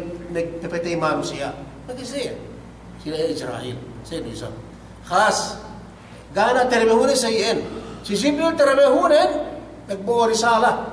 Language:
Yakan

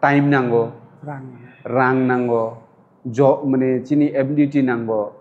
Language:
Kok Borok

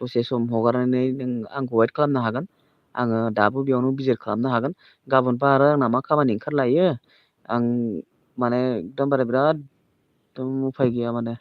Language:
Bodo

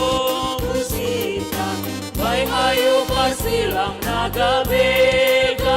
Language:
Batak Simalungun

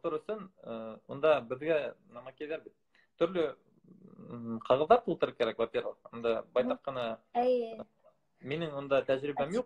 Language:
Bashkir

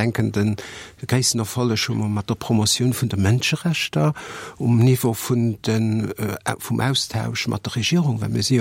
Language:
Luxembourgish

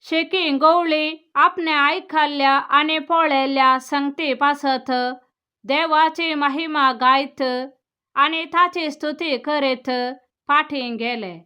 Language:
Konkani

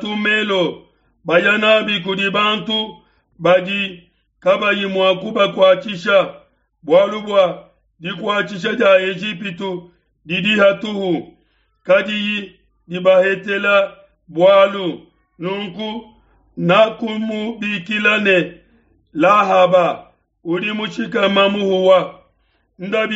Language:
Luba-Lulua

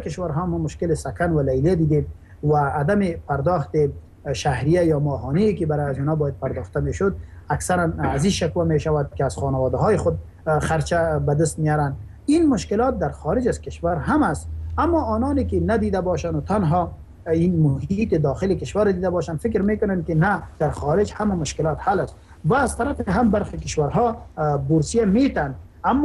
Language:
Persian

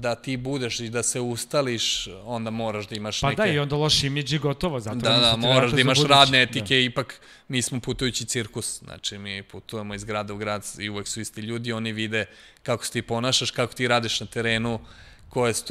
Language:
Serbian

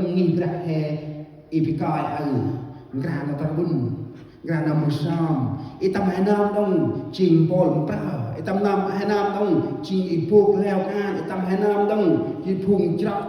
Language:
Central Mnong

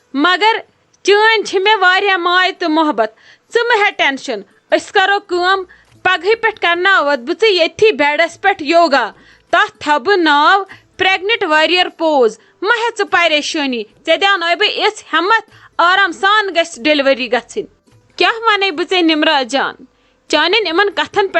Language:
Kashmiri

